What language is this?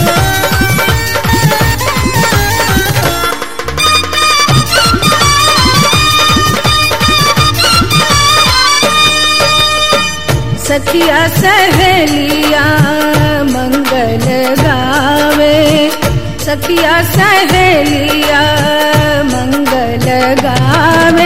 Bhojpuri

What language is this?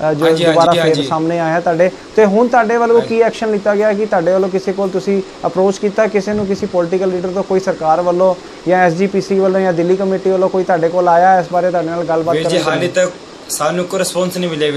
Punjabi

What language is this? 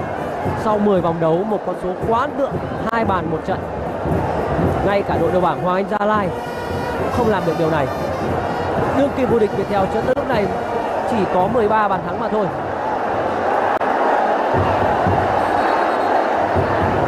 Vietnamese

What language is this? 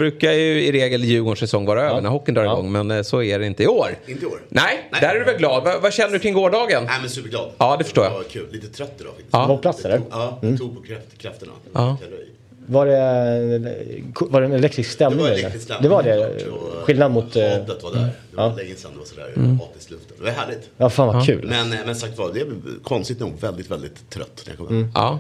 Swedish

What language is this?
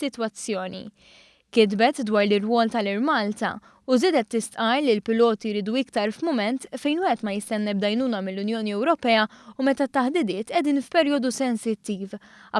Maltese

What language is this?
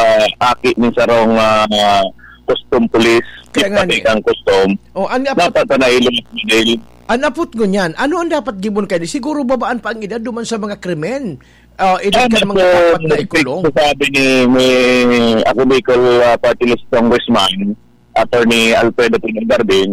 Bikol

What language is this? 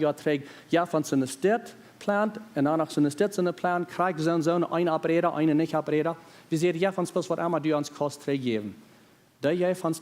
Plautdietsch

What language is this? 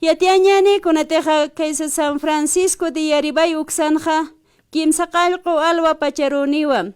Aymara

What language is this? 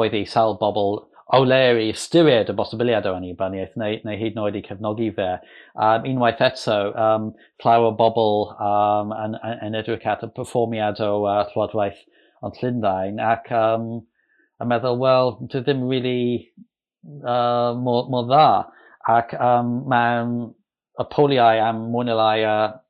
Welsh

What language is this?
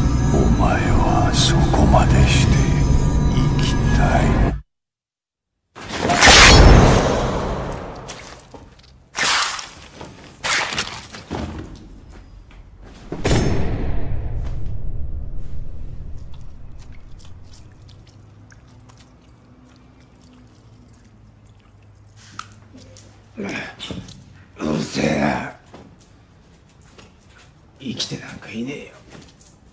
Japanese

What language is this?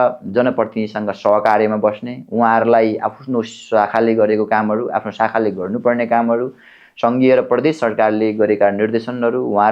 Nepali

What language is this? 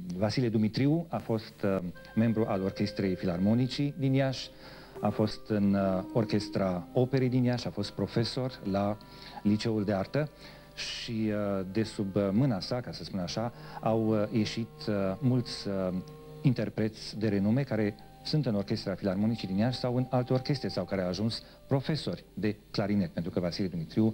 Romanian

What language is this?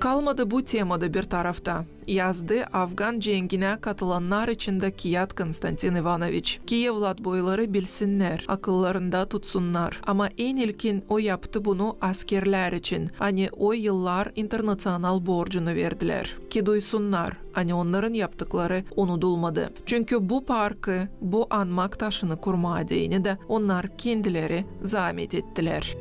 Gagauz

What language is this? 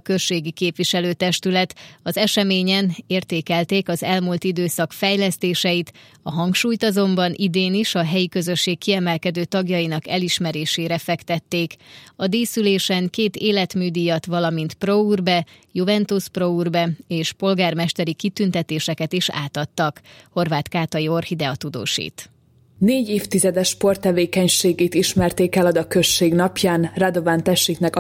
Hungarian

